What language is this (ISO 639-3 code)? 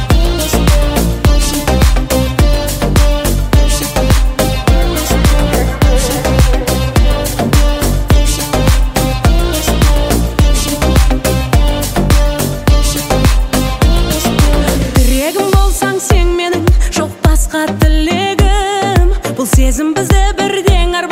kaz